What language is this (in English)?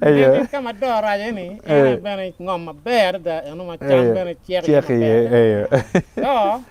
Acoli